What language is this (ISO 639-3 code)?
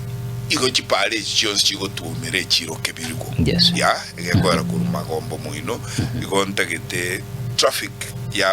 guz